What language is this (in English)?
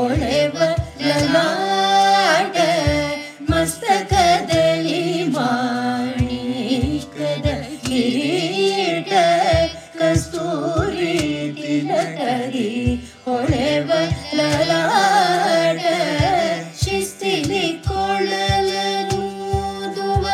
Kannada